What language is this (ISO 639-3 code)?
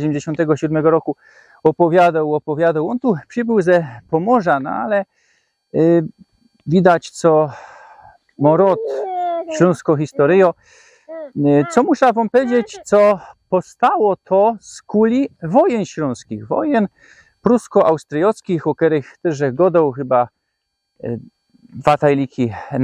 szl